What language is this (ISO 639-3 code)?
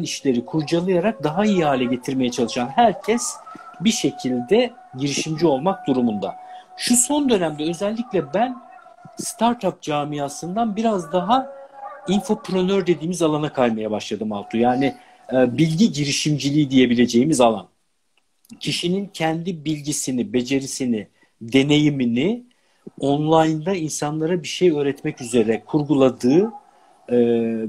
tur